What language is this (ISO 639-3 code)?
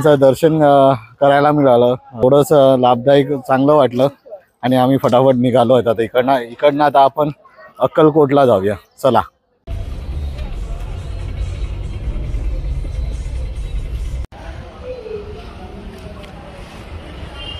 mar